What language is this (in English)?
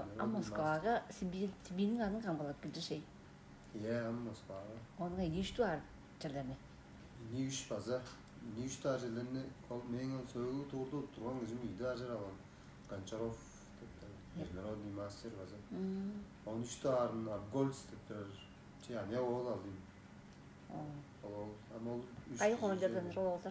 Tuvinian